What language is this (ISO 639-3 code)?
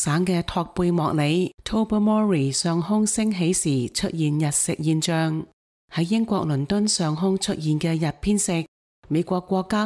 yue